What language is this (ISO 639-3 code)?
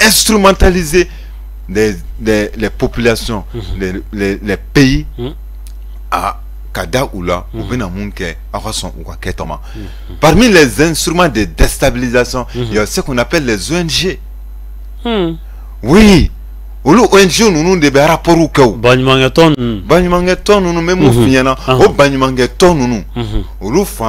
bam